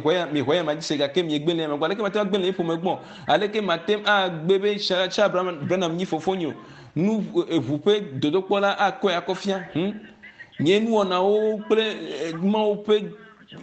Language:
Ewe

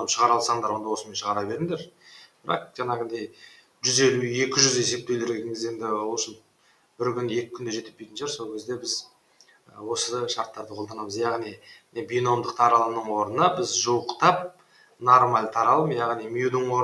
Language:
Kazakh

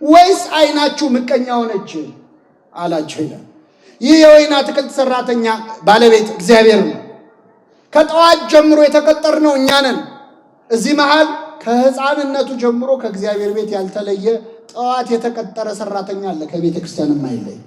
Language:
Amharic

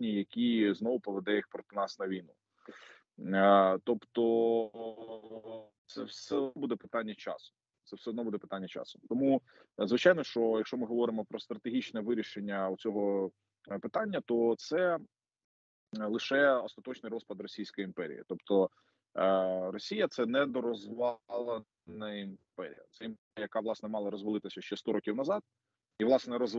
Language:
Ukrainian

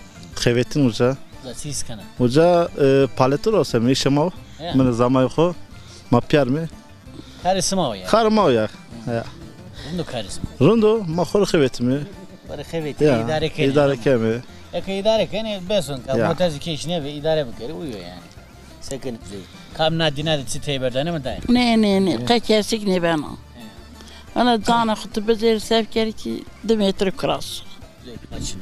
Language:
Zaza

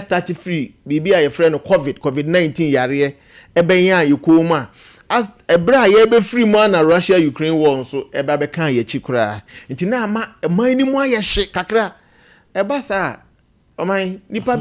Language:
Akan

